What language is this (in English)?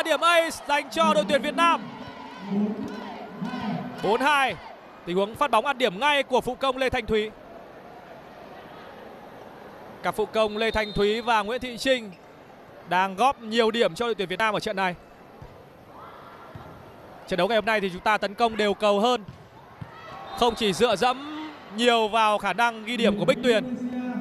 Vietnamese